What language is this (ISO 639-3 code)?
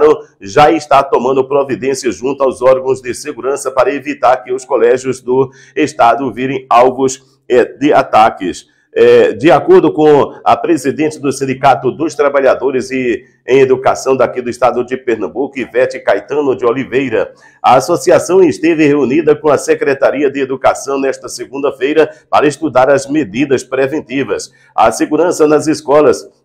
por